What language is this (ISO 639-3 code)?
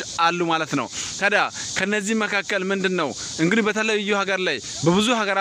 amh